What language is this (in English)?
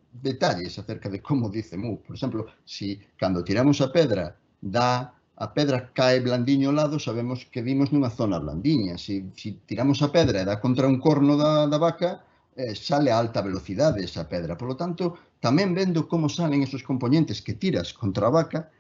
Galician